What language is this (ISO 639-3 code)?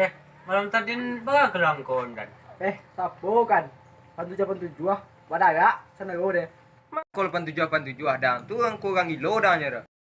min